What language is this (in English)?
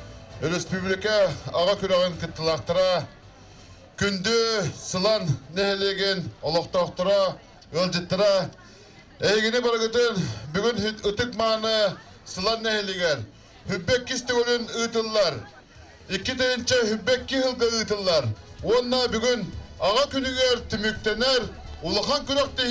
Yakut